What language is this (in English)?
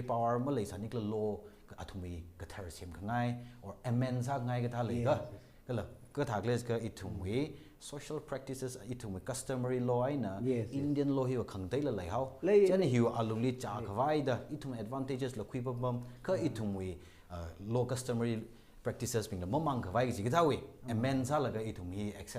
Tangkhul Naga (India)